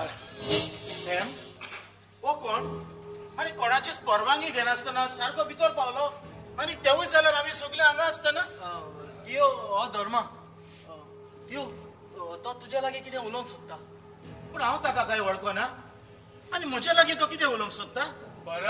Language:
Konkani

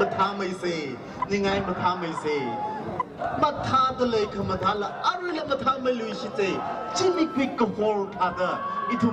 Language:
Tangkhul Naga (India)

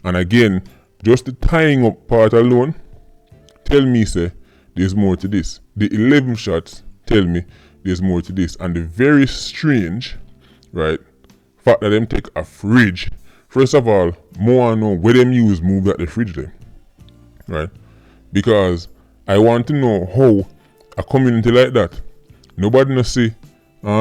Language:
Jamaican Creole English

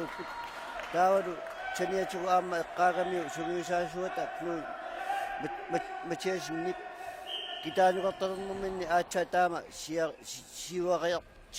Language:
Kalaallisut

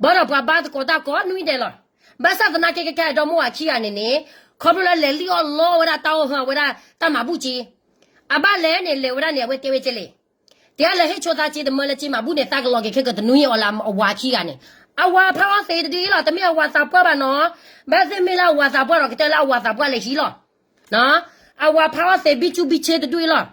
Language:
S'gaw Karen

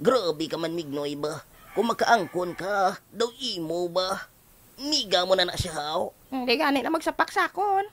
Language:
Hiligaynon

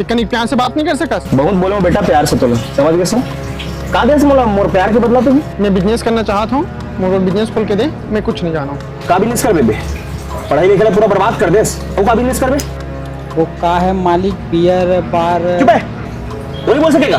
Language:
Chhattisgarhi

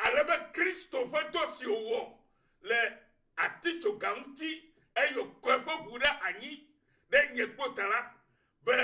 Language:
Ewe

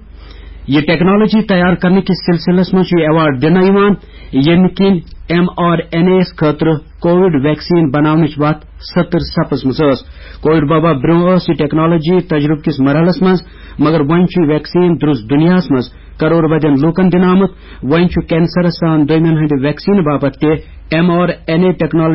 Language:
Kashmiri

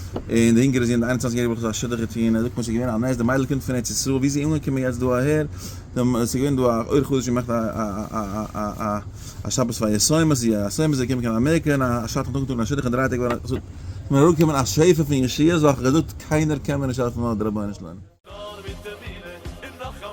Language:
Yiddish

